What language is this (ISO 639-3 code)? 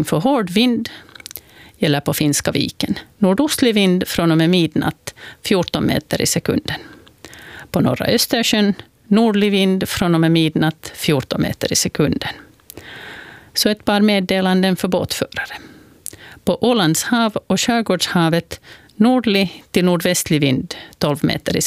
swe